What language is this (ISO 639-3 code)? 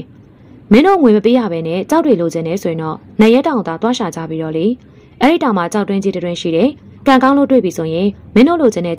mya